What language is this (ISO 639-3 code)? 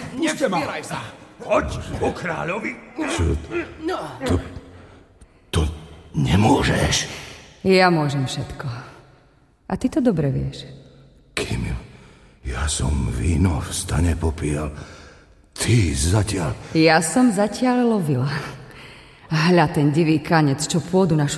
slk